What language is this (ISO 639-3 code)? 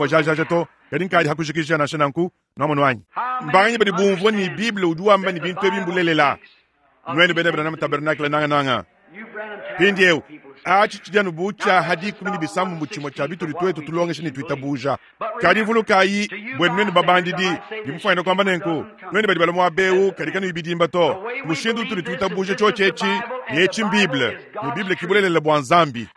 lua